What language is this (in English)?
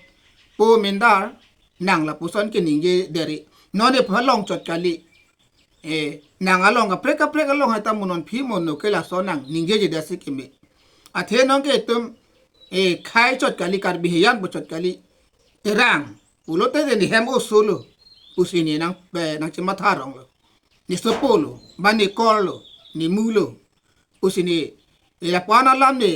Karbi